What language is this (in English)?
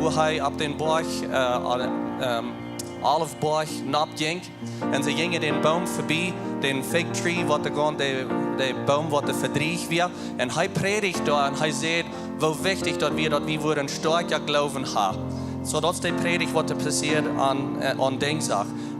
Plautdietsch